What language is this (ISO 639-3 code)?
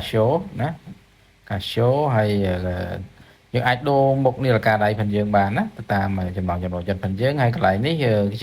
khm